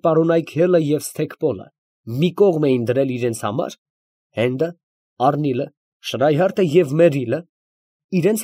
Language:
Armenian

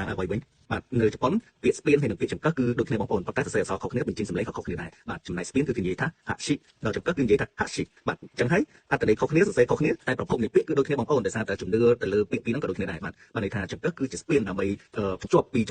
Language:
Khmer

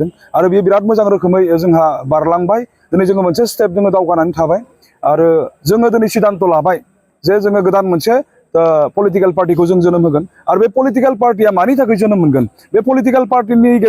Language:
Bodo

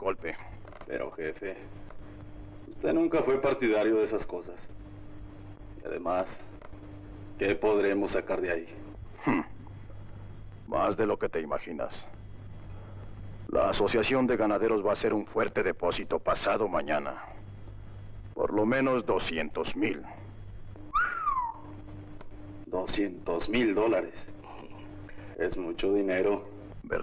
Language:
Spanish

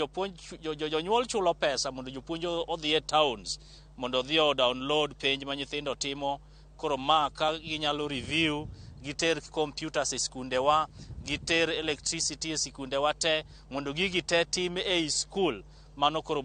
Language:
Luo (Kenya and Tanzania)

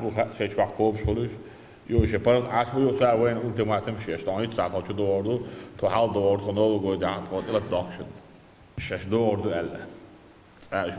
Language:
Chechen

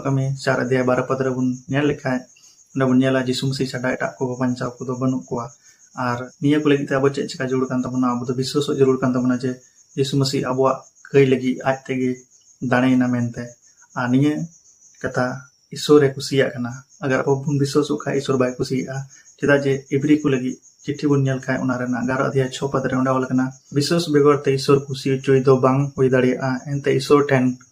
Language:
Santali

